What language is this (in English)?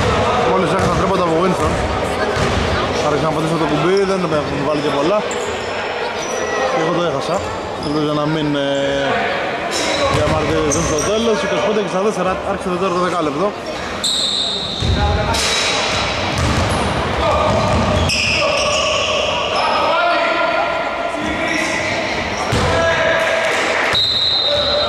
Greek